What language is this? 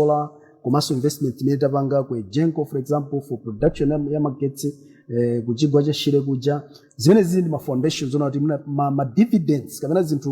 Nyanja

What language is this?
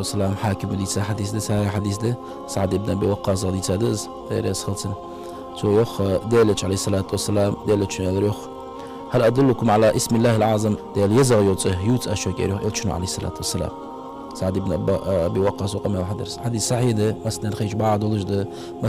Ingush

